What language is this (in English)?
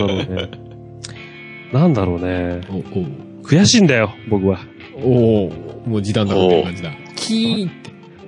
Japanese